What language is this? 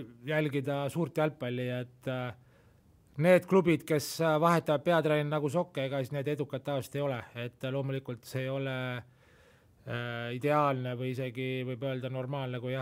Estonian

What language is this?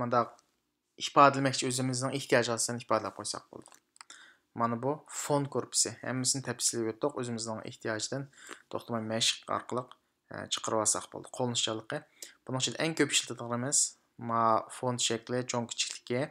Uyghur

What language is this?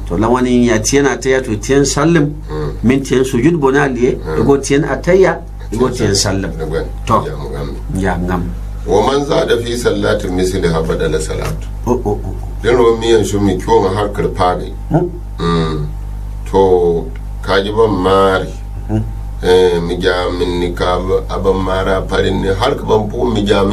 Gourmanchéma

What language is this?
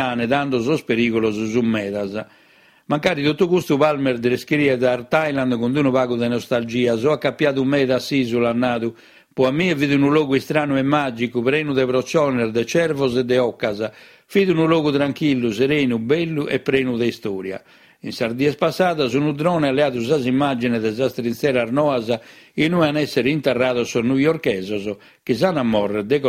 Sardinian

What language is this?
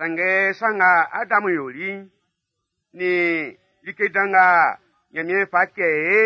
Baoulé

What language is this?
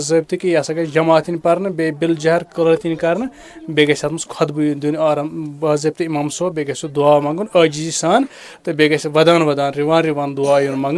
Kashmiri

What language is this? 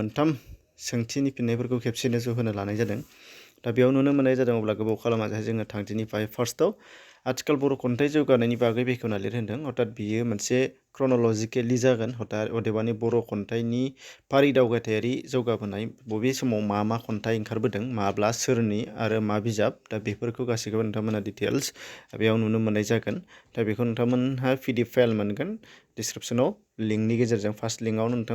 Bodo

